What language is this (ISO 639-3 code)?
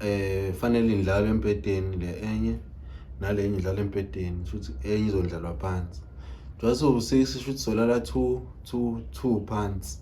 zul